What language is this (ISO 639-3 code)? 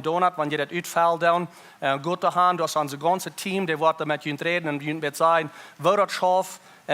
pdt